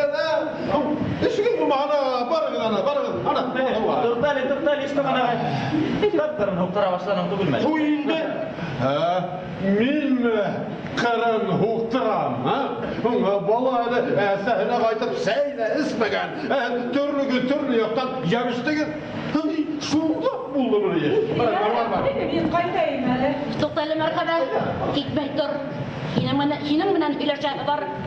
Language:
Bashkir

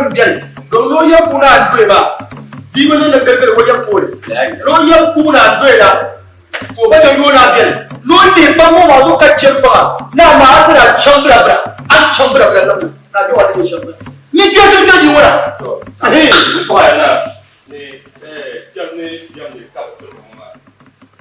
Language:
Dagbani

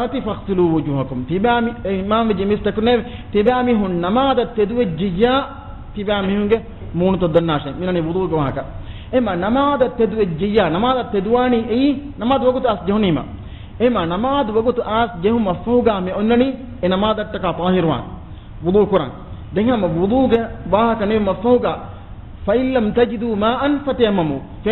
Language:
Divehi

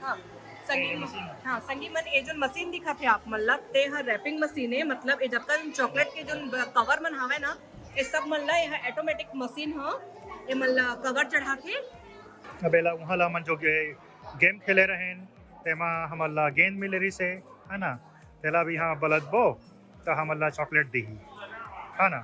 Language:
Chhattisgarhi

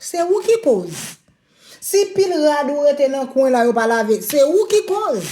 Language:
Haitian Creole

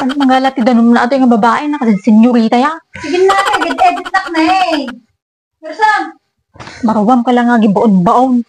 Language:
Iloko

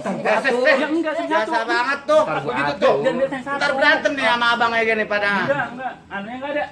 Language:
Betawi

